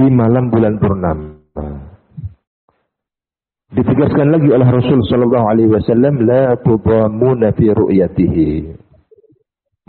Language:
Indonesian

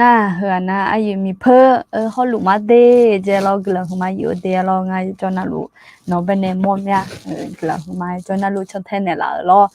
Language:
Akha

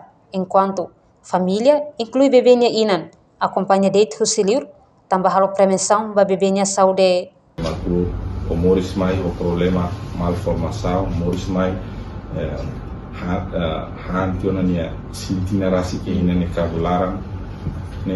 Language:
Tetum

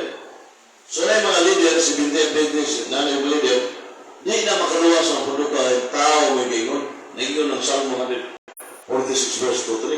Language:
Cebuano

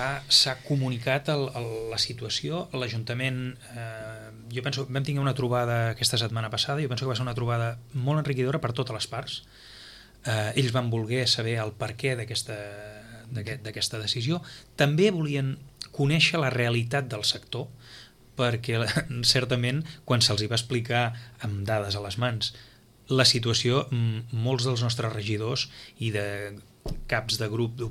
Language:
Catalan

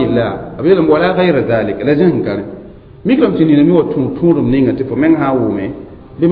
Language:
Mossi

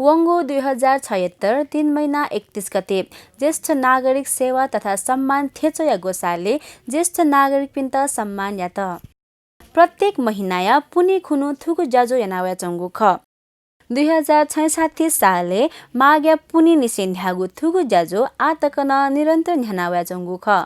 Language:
Newari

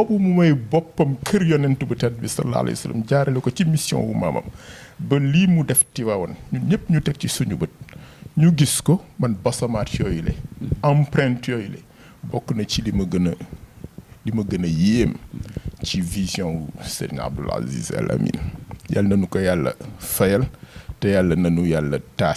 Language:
Wolof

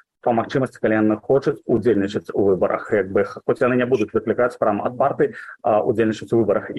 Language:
Belarusian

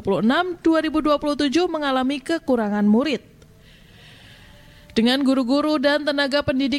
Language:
Indonesian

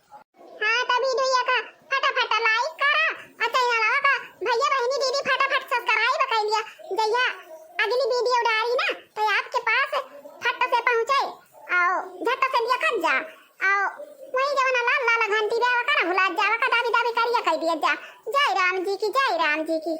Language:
Awadhi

